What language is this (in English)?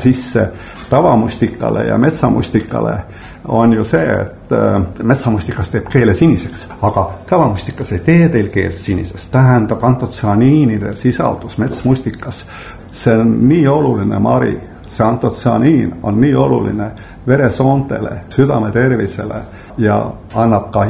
Estonian